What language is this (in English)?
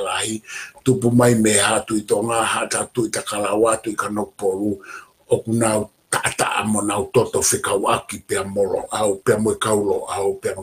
Tongan